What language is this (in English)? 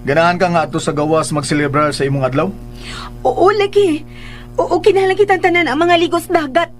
Cebuano